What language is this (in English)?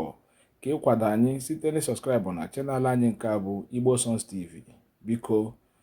Igbo